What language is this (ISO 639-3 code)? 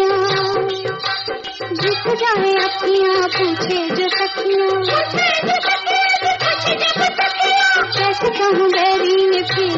hin